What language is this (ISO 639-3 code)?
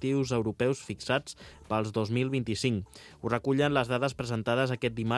cat